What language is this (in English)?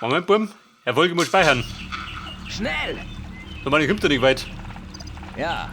Bavarian